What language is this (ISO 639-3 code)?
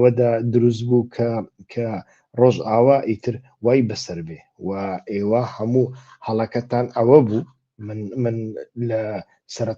ckb